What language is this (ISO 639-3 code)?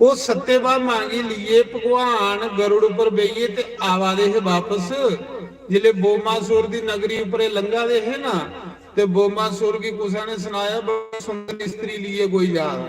doi